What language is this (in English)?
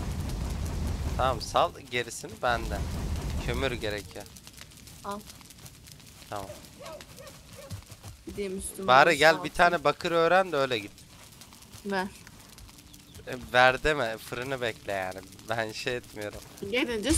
Turkish